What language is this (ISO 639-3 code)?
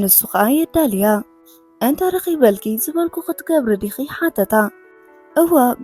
tir